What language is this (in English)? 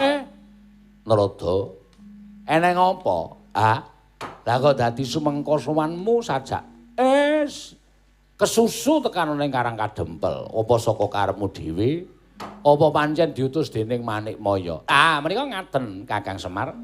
Javanese